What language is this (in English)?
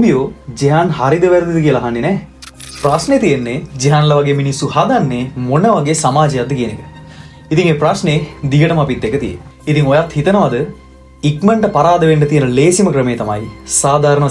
Sinhala